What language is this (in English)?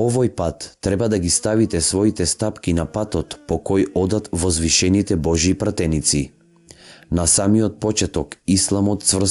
Macedonian